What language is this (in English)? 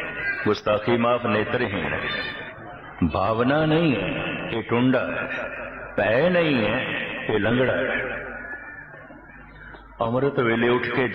Punjabi